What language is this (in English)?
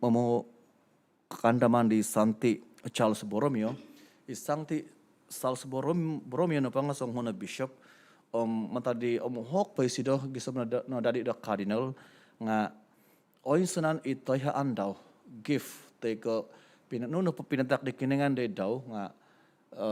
Central Dusun